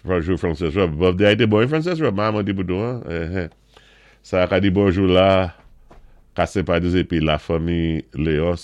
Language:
Saint Lucian Creole French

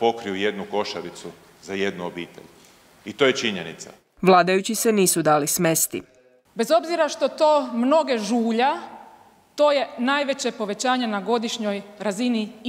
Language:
Croatian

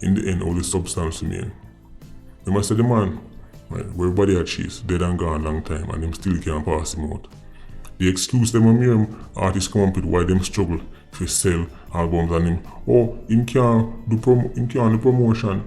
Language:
Jamaican Creole English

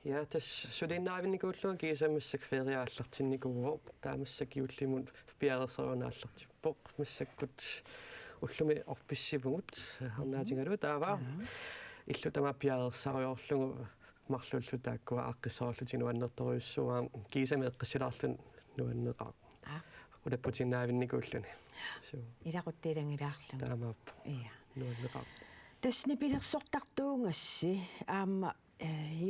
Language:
Kalaallisut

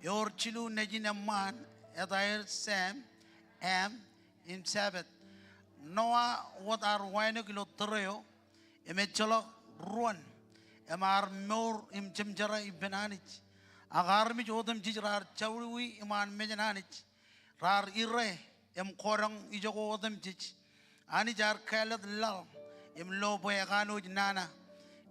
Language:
Marshallese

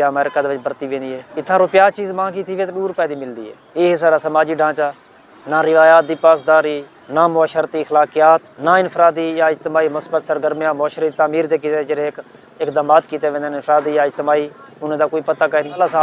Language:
Saraiki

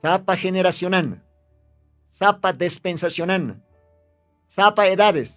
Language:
Aymara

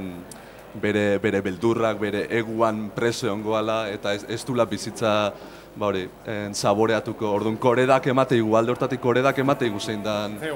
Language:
Basque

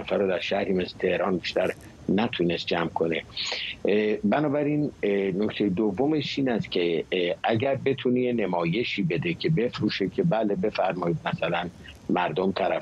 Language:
Persian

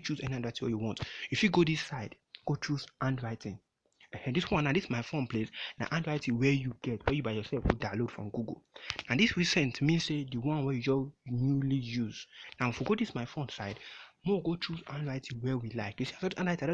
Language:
Nigerian Pidgin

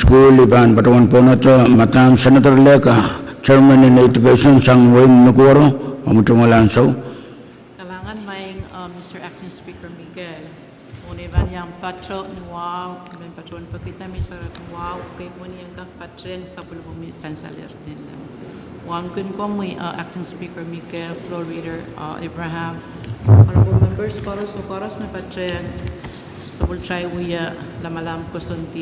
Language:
Pohnpeian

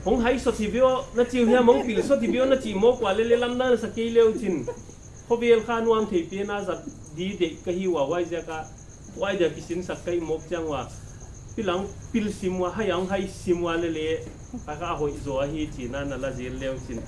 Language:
Paite Chin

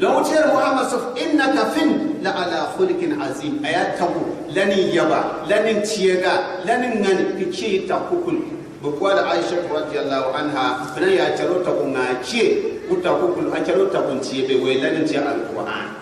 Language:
Gourmanchéma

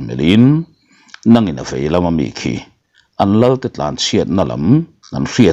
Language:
Mizo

